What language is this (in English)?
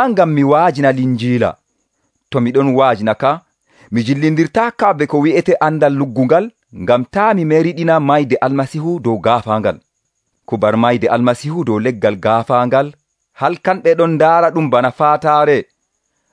Nigerian Fulfulde